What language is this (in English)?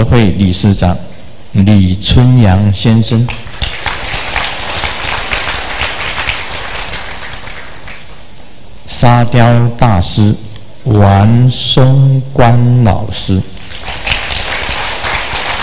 Chinese